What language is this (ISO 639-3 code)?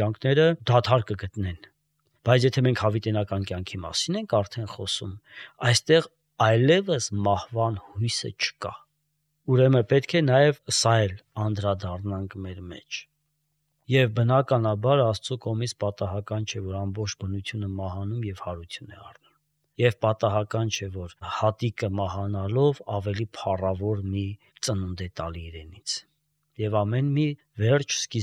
hye